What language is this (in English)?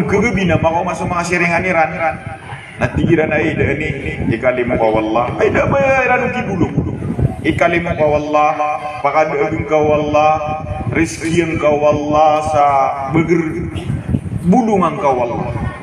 Maranao